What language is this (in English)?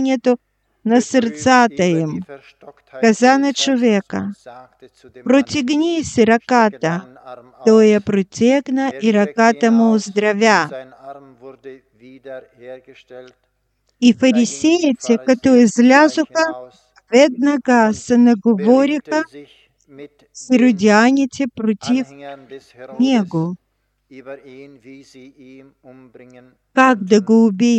Bulgarian